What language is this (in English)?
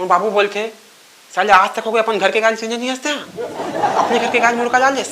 Chhattisgarhi